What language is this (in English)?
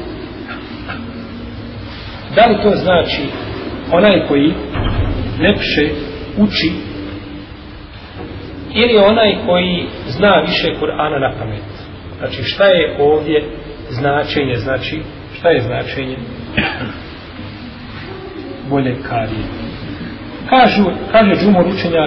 Bosnian